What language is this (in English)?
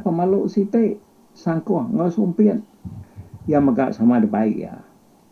Iban